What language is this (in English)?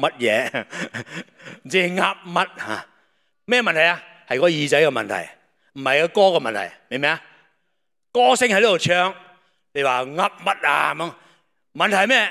Cantonese